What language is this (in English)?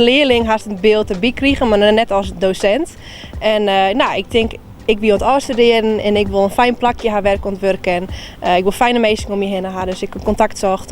Western Frisian